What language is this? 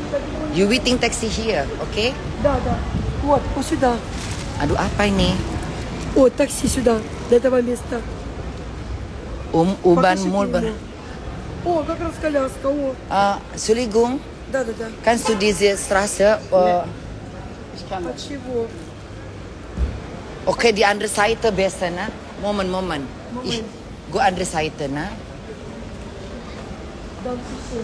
Indonesian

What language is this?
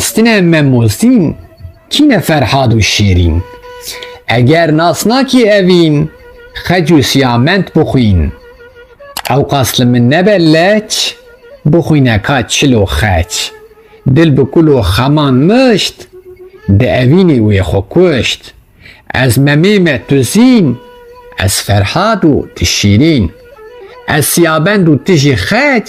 Kurdish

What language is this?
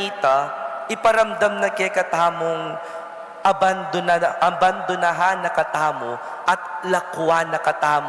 Pampanga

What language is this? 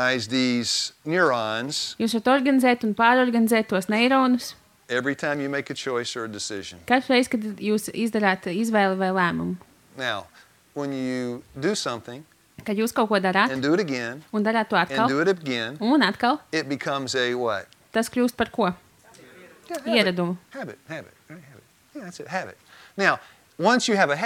Latvian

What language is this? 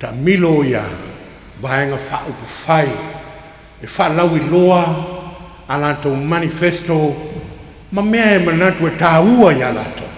Samoan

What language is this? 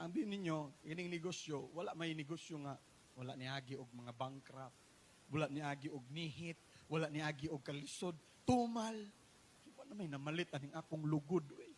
Cebuano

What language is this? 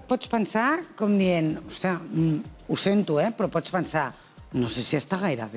Catalan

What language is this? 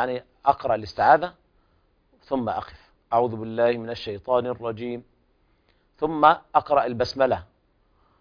Arabic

